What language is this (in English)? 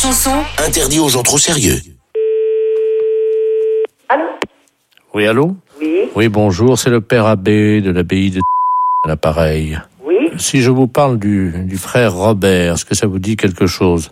French